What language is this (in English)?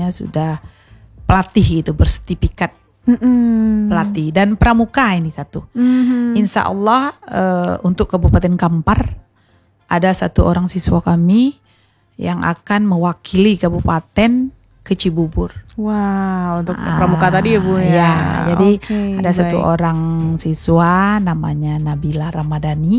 Indonesian